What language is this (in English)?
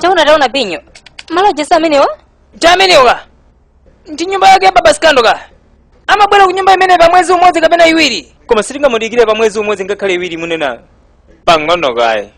Nyanja